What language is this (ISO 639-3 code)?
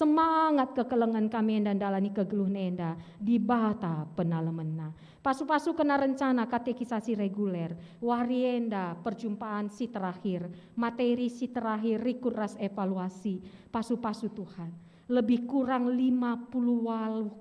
btx